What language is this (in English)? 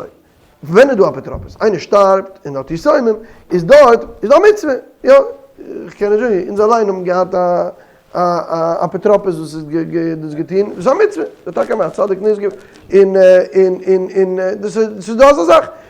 Yiddish